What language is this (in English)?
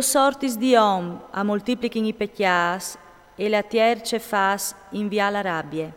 Friulian